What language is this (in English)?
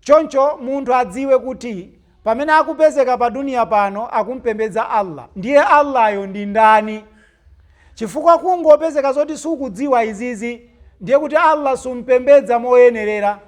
Nyanja